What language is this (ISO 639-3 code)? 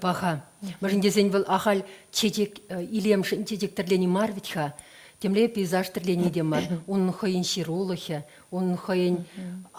chv